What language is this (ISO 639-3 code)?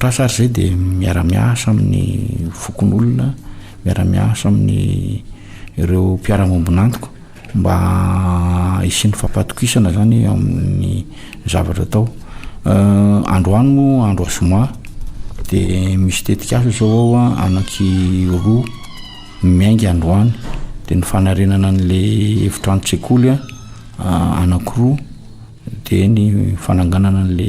mlg